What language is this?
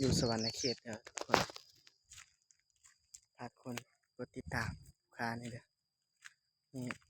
Lao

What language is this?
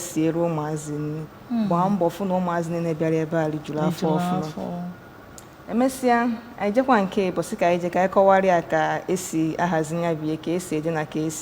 Igbo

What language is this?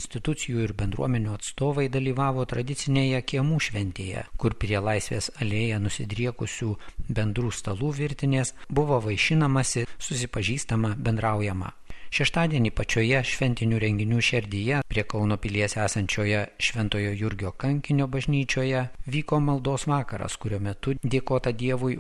Lithuanian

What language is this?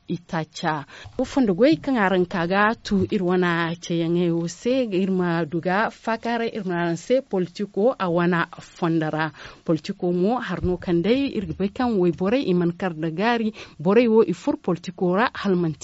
Zarma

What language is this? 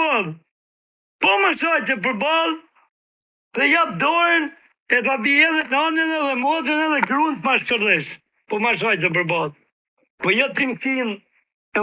Albanian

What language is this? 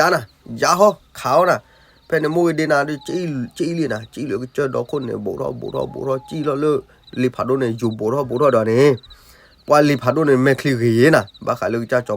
S'gaw Karen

